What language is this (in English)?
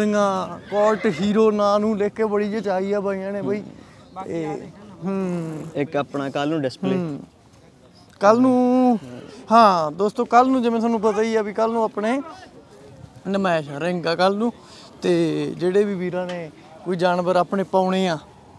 Punjabi